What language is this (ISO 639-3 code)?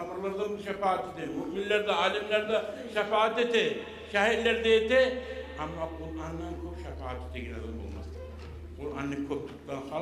kum